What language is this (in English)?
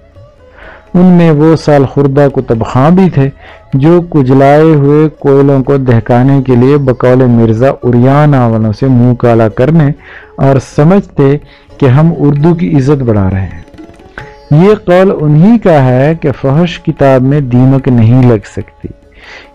Urdu